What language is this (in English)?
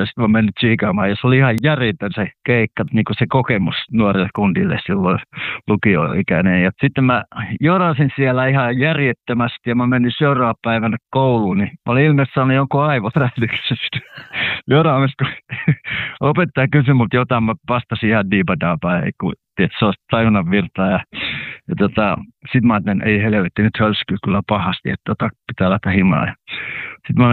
Finnish